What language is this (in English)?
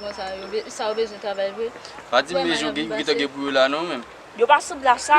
Haitian Creole